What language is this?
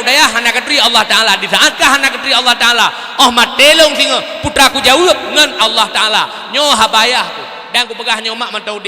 Achinese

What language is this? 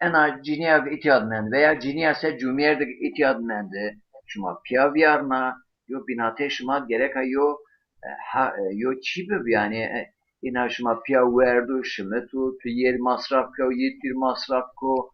Zaza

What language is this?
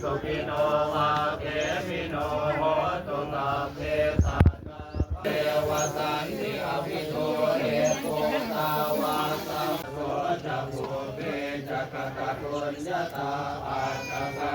Pali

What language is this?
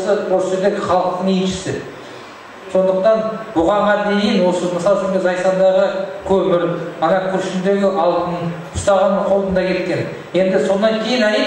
Kazakh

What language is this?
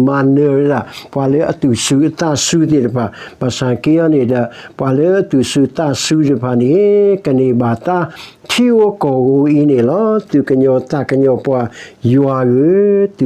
S'gaw Karen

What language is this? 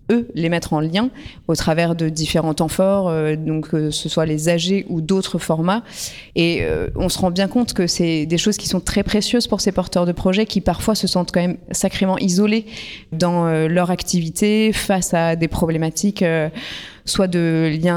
French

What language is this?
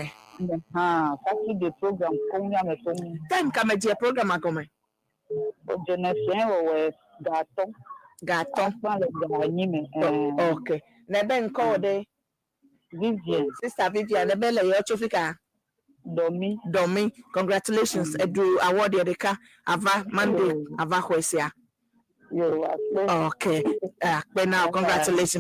Ewe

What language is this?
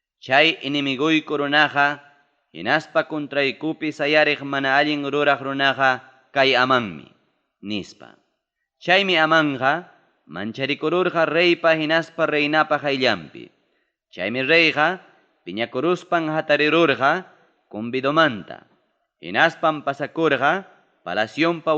Ayacucho Quechua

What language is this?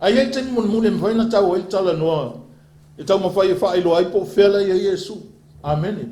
Samoan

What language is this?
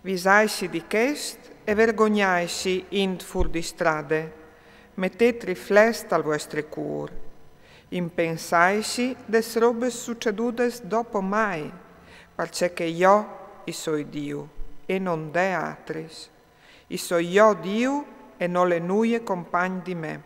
Friulian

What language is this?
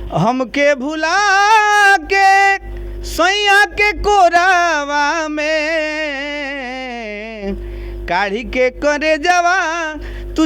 Bhojpuri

